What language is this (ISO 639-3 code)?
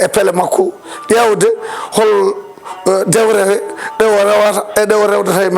ful